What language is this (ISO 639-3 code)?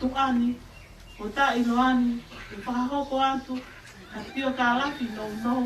ton